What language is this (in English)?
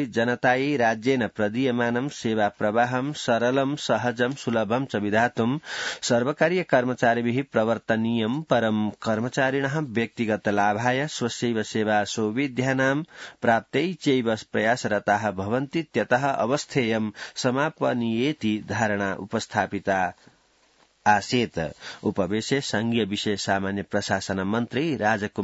Sanskrit